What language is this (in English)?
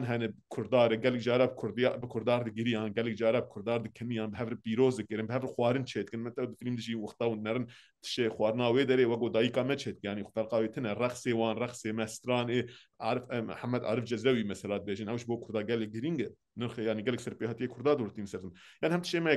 Kurdish